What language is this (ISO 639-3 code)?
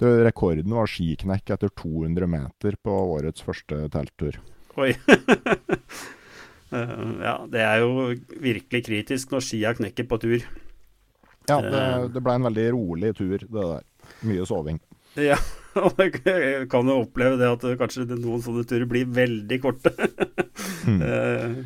nor